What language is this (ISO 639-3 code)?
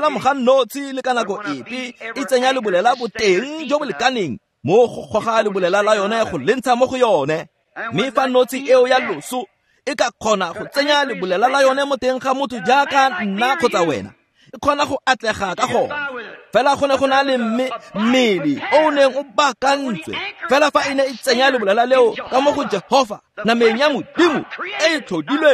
tsn